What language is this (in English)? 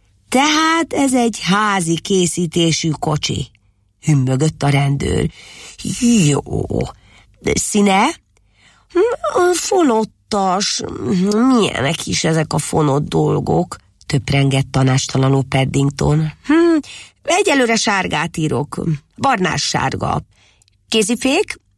Hungarian